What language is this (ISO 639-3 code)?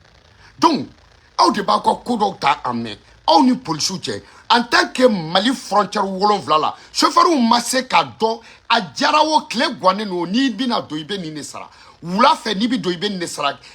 bam